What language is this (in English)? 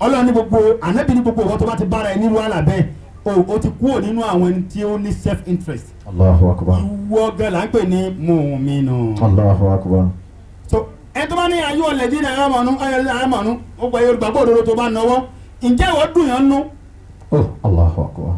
Yoruba